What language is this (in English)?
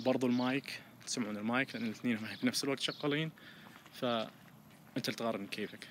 Najdi Arabic